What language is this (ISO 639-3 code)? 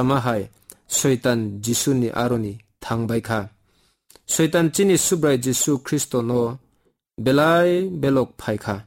trp